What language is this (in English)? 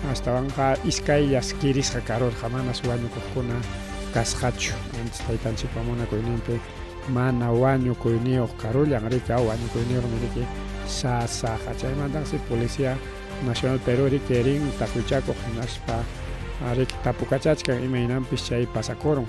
Ayacucho Quechua